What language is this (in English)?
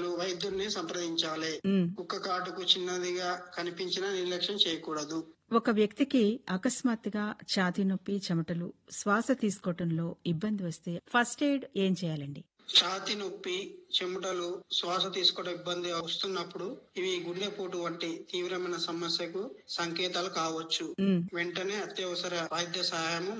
Telugu